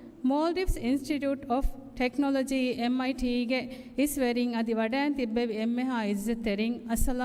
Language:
Divehi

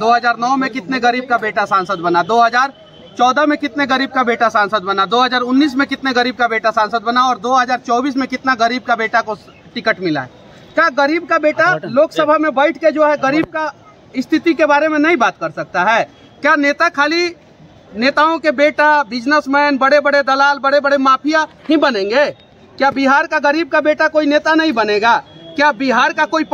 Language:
Hindi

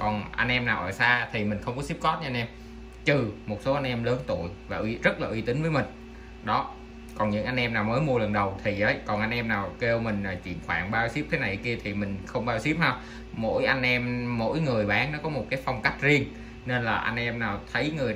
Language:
Vietnamese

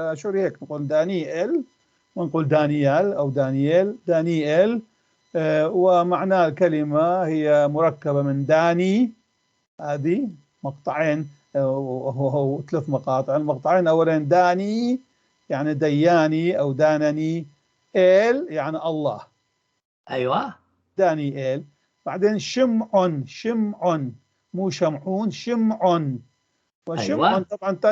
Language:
North Levantine Arabic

